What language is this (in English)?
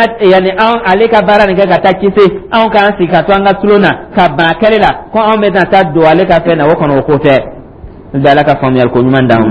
Dyula